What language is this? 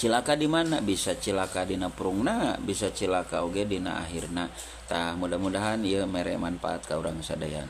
Sundanese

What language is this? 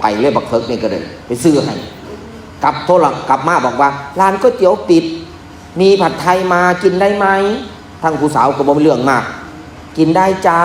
Northeastern Thai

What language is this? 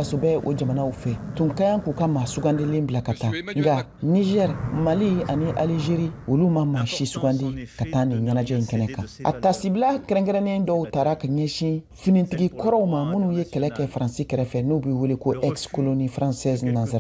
Bambara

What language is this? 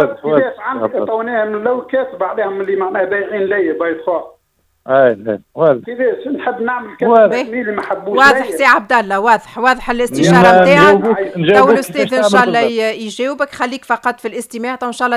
Tunisian Arabic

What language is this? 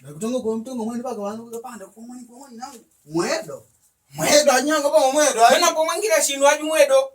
Makonde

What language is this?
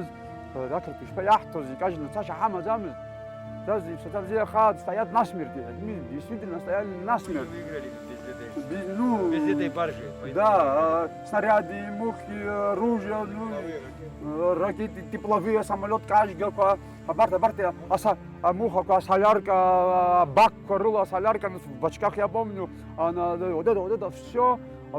Abkhazian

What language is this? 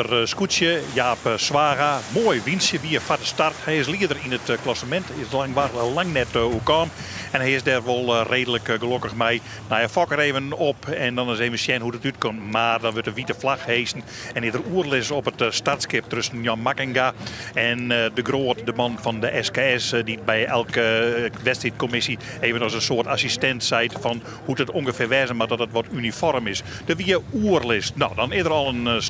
Western Frisian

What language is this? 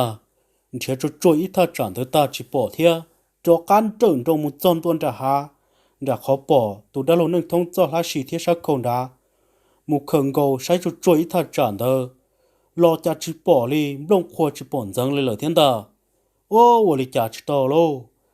Hmong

